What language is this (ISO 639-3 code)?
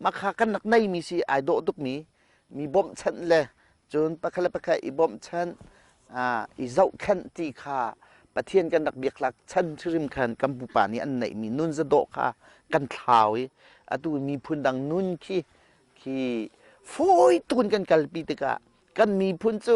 cnh